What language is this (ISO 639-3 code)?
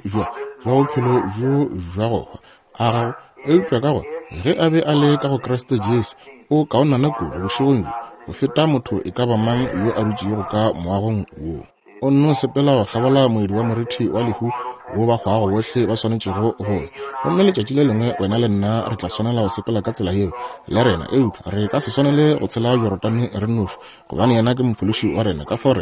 nso